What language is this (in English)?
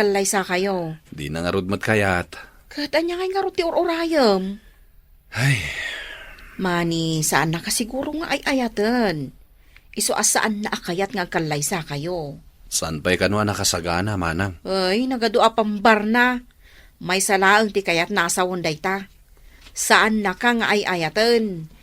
Iloko